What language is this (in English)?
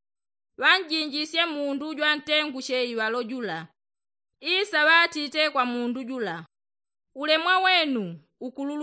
Yao